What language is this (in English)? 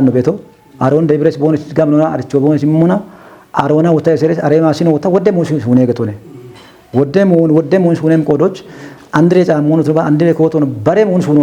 Kafa